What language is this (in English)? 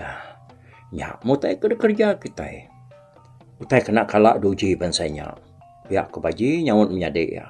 Iban